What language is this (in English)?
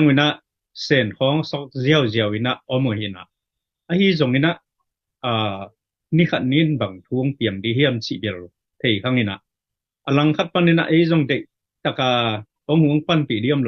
Tedim Chin